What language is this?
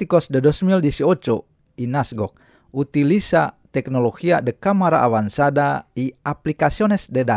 Spanish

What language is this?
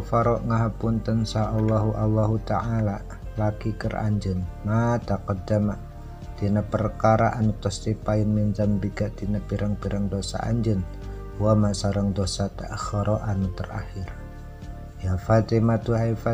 Sundanese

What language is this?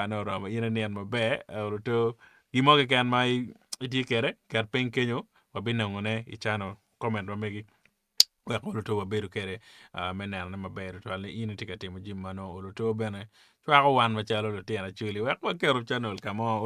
Acoli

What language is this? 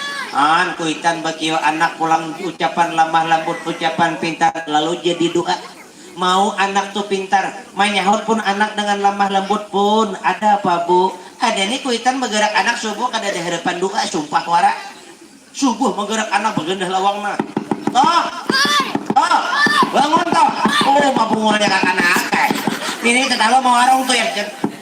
Banjar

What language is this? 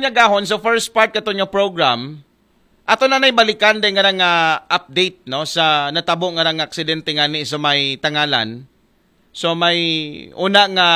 Aklanon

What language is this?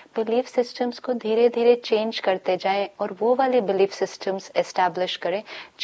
Hindi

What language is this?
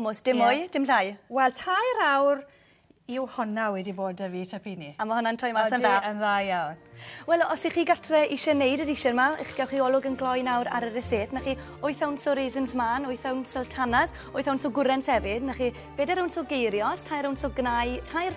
Welsh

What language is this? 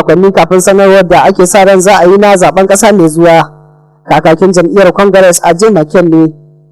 Hausa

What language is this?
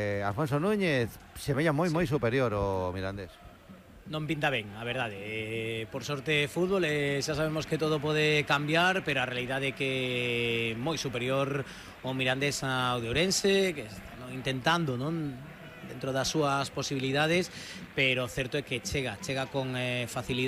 Galician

